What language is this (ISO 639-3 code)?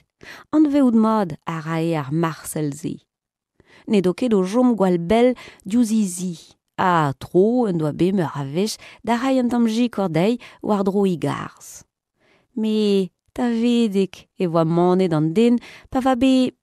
bre